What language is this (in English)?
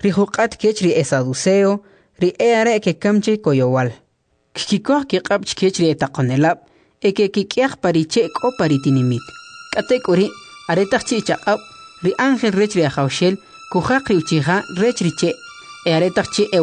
Kʼicheʼ